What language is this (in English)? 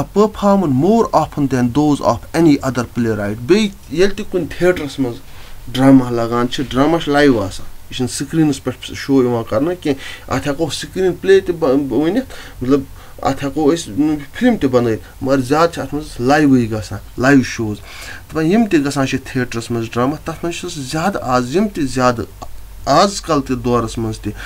Kashmiri